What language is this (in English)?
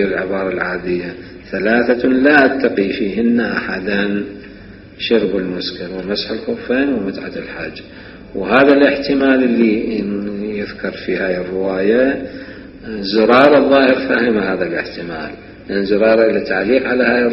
Mesopotamian Arabic